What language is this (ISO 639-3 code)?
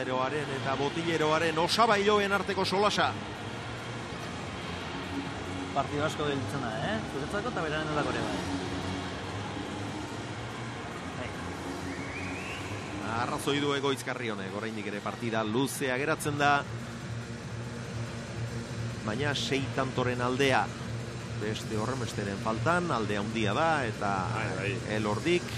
eus